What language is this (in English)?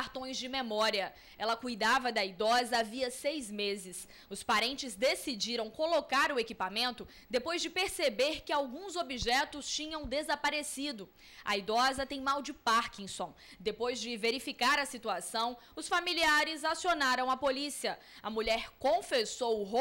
Portuguese